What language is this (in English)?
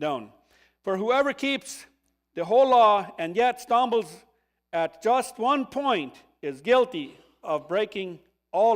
Plautdietsch